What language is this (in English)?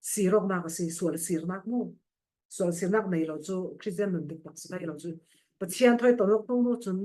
Falam Chin